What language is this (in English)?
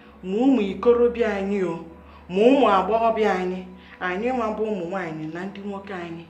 Igbo